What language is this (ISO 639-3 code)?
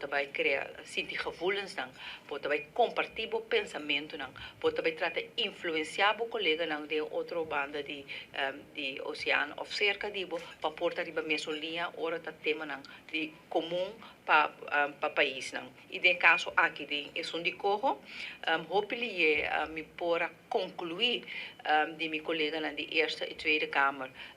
pap